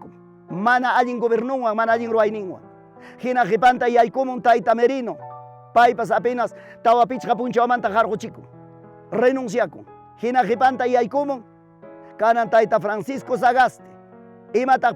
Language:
Ayacucho Quechua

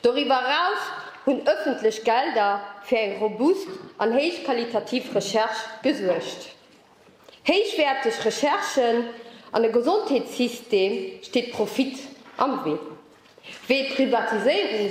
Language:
Luxembourgish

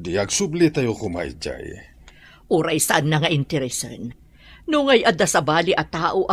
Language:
Iloko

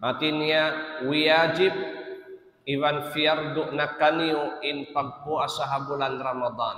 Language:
Tausug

